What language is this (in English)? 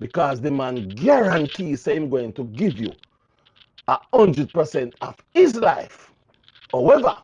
Jamaican Creole English